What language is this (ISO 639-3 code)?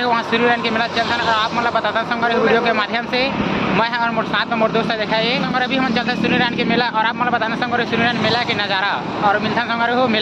hne